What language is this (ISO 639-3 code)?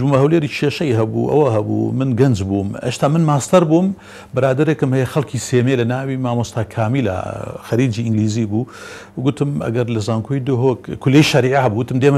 ckb